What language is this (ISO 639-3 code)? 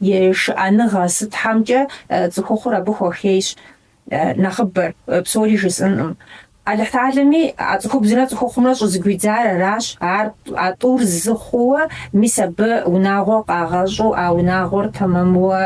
kbd